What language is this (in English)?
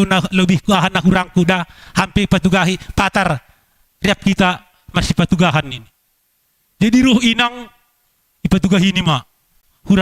Batak Simalungun